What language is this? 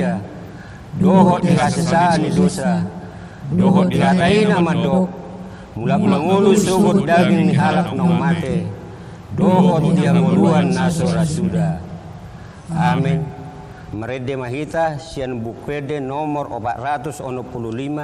Batak Toba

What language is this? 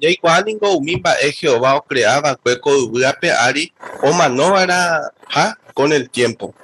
Guarani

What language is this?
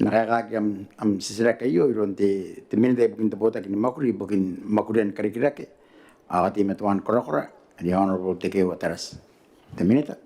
Gilbertese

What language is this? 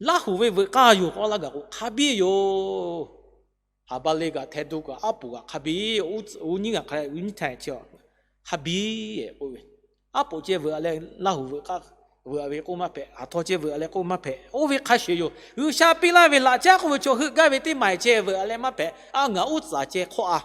Lahu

